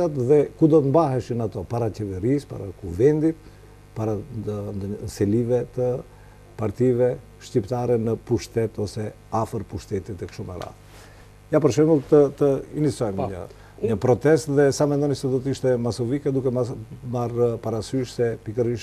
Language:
Albanian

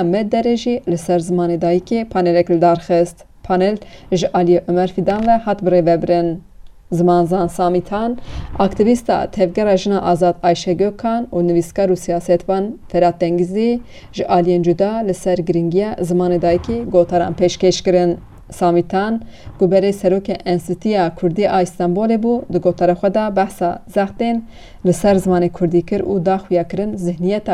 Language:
Kurdish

